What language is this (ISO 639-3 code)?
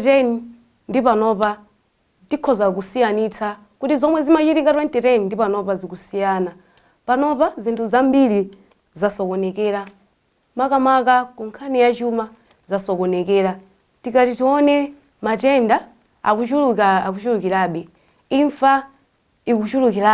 nya